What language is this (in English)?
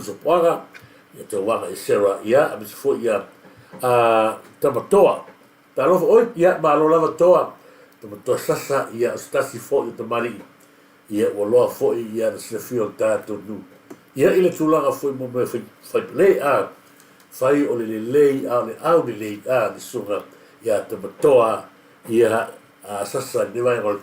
Samoan